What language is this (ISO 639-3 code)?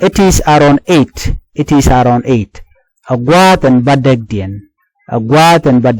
nus